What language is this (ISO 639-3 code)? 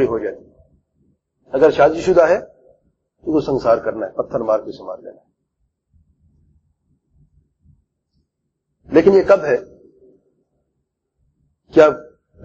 urd